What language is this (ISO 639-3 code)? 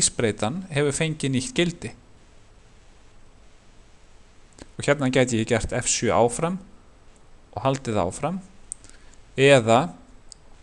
isl